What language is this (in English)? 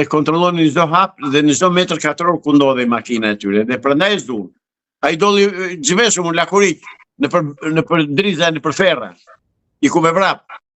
Albanian